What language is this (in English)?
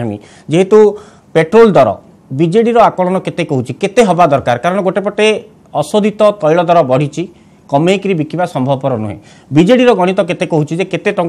Odia